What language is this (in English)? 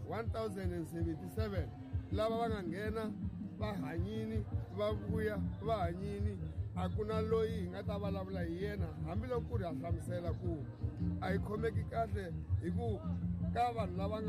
Tsonga